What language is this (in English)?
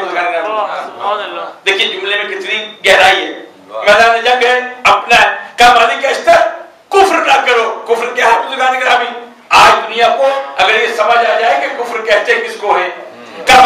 Urdu